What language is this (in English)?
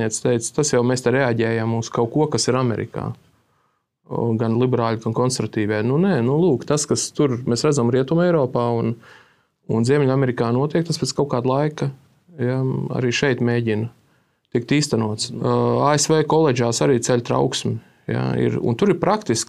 Latvian